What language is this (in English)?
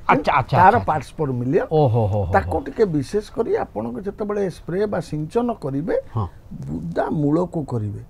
Odia